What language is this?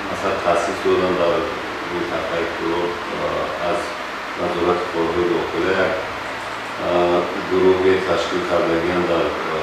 Tajik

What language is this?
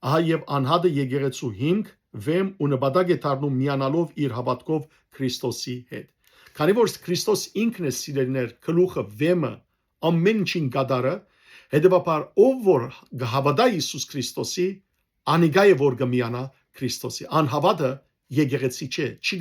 Western Armenian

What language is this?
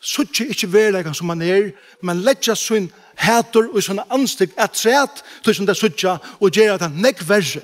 Faroese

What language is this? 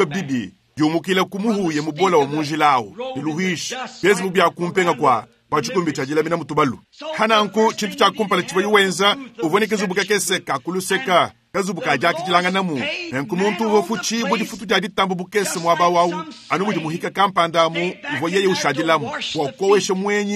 Luba-Lulua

